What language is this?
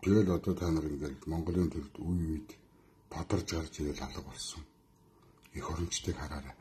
Mongolian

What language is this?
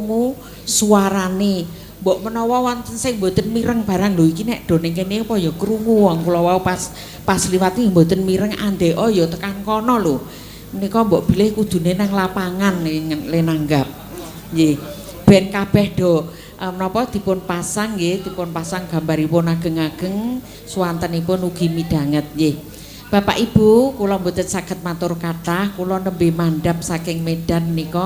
Javanese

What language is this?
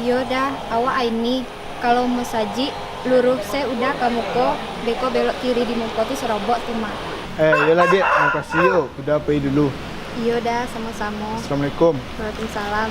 Minangkabau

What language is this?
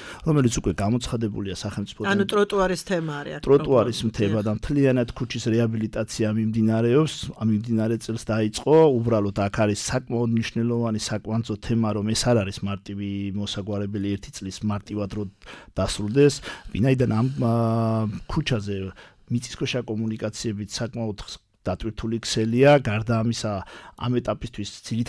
Georgian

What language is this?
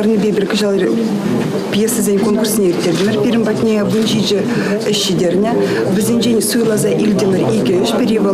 Chuvash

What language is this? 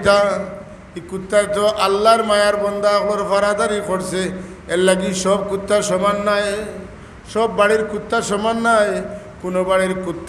Sylheti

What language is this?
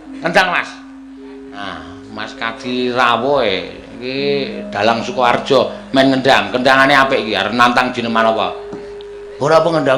Javanese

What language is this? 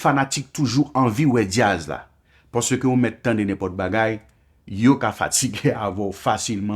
Haitian Creole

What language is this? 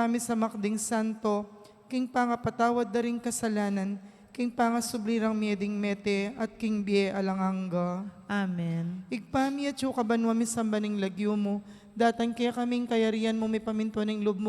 Pampanga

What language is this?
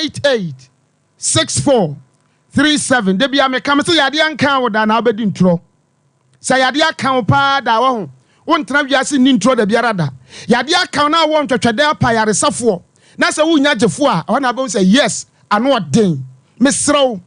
Akan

